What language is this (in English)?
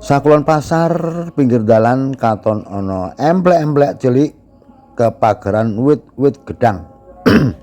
Javanese